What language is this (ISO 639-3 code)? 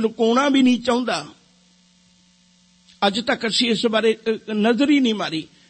pan